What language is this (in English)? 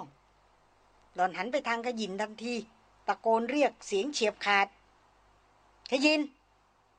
Thai